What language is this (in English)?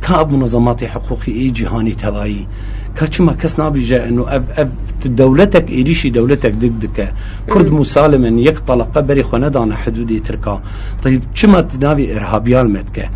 Kurdish